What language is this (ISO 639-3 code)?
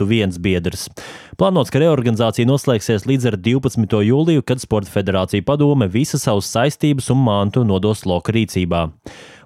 lav